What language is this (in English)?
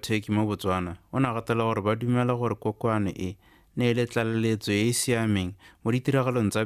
Tswana